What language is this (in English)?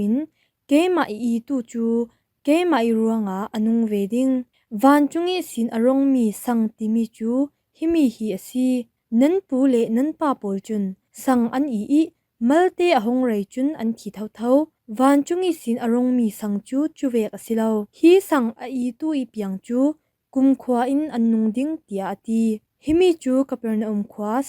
Falam Chin